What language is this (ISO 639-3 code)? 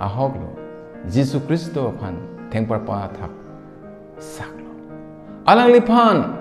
mjw